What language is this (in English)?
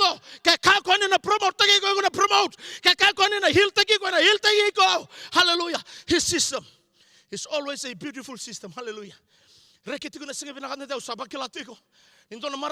Fijian